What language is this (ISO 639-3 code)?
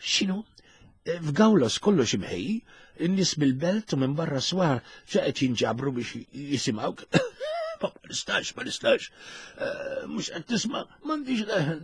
mlt